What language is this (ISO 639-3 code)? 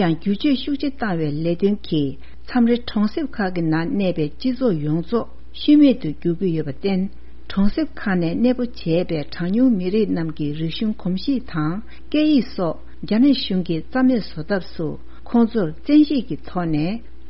bod